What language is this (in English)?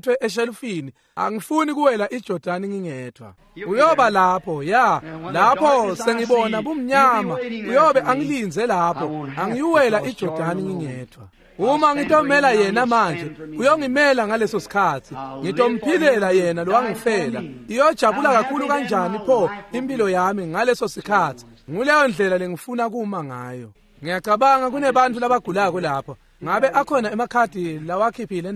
Swati